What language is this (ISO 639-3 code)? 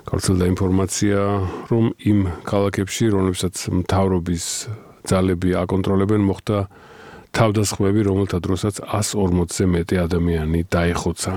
kat